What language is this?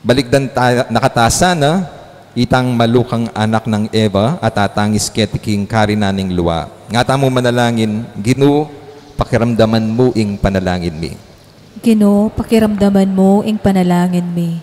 Pampanga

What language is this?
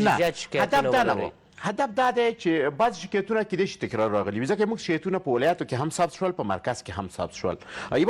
Pashto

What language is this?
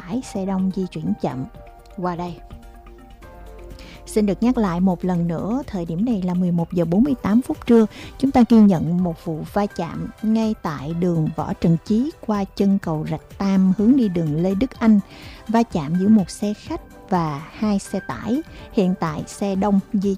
Vietnamese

